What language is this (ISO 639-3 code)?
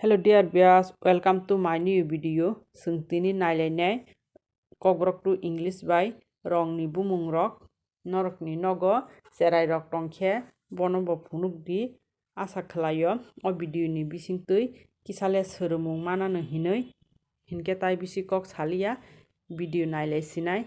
trp